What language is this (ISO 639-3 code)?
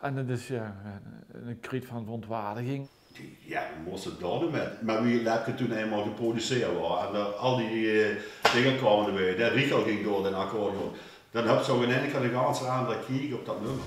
lim